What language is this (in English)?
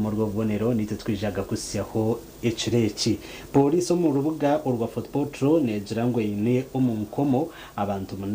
Nyankole